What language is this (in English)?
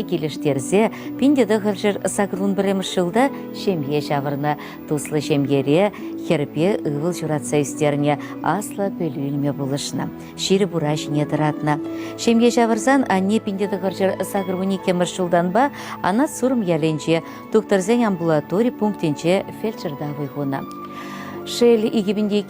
Chuvash